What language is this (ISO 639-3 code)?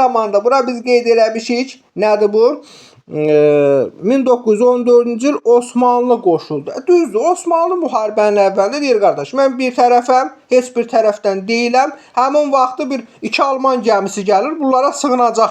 aze